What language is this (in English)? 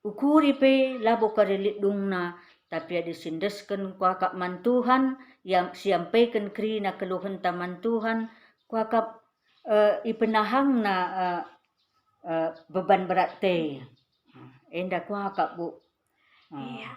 Batak Karo